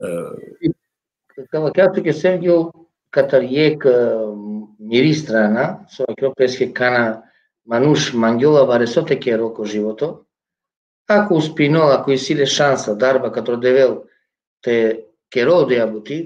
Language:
Balkan Romani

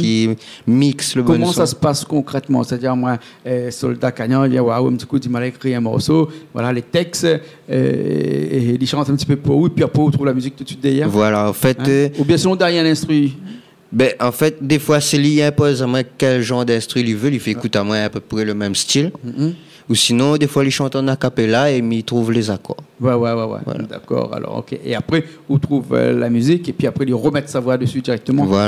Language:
Réunion Creole French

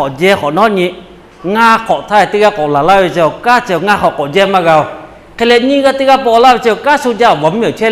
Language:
Lahu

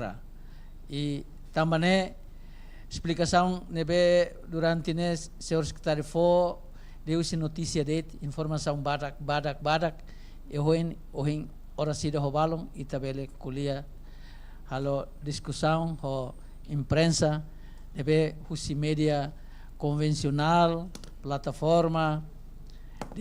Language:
Tetum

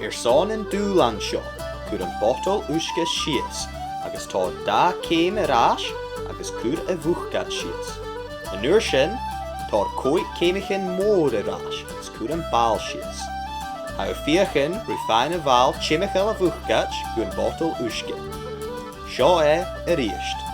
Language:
Scottish Gaelic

